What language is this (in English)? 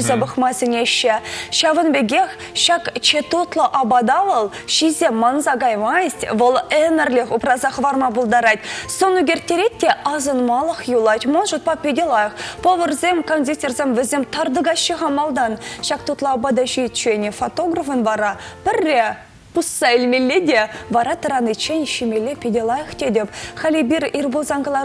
Chuvash